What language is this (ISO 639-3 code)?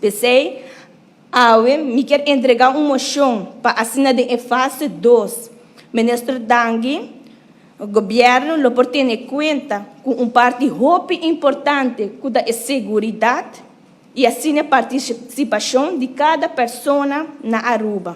pap